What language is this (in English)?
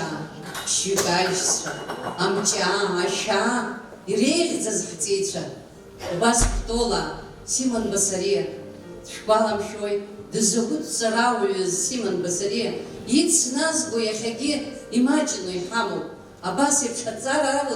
Abkhazian